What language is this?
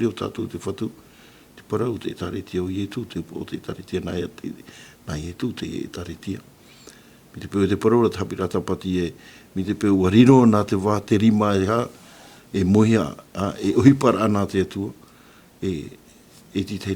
Tahitian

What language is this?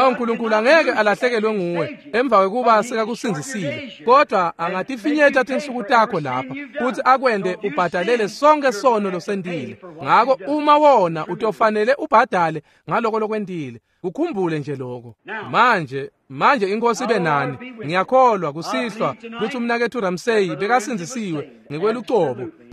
Swati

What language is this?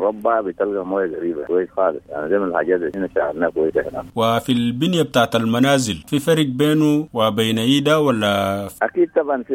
Sudanese Arabic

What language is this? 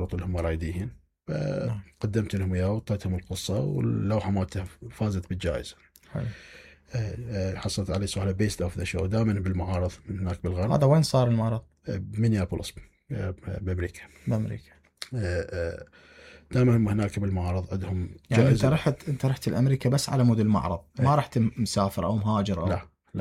Mesopotamian Arabic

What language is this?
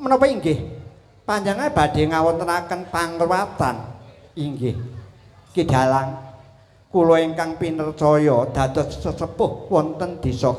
Javanese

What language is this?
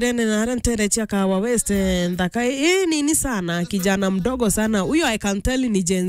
Meru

